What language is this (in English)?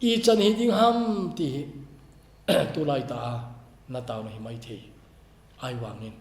Thado Chin